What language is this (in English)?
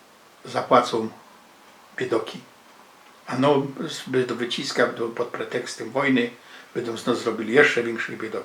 Silesian